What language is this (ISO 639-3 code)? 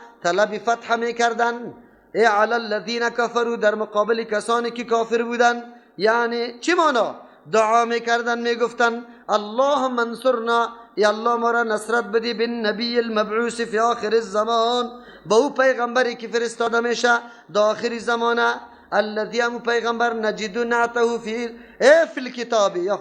fas